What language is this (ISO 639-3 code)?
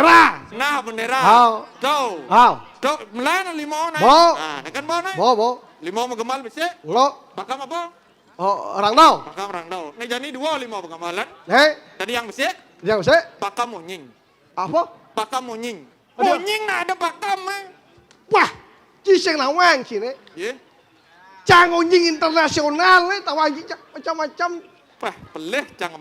ban